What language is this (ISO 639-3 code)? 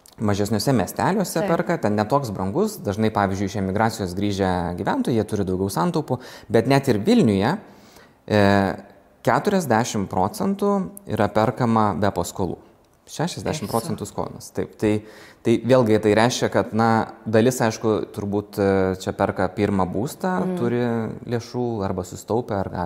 lit